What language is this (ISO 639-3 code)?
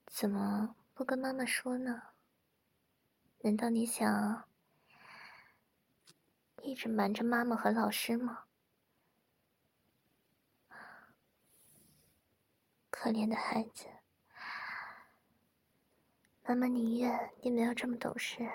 zho